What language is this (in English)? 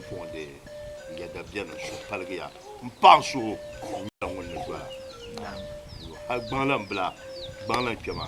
Dagbani